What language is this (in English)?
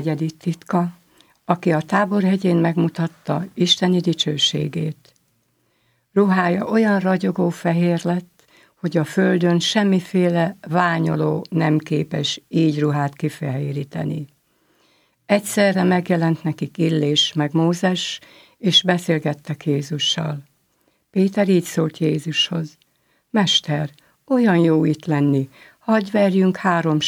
Hungarian